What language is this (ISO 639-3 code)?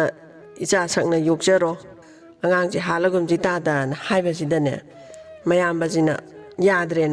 mni